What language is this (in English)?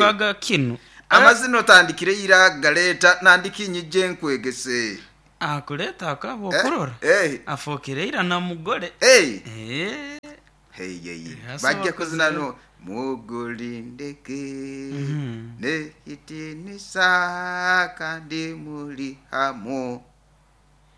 Nyoro